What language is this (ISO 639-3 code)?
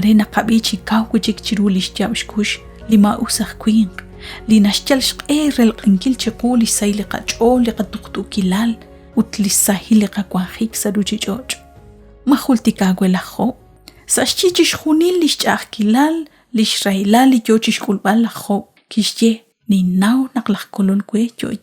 kek